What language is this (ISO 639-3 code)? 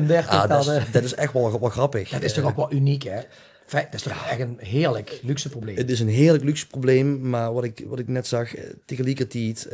lim